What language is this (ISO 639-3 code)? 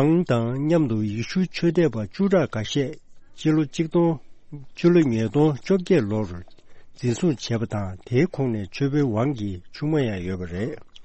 bod